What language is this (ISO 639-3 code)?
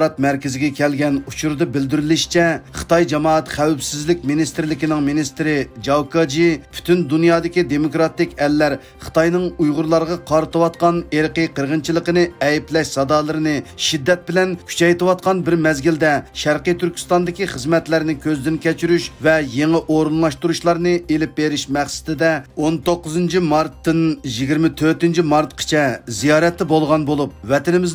uig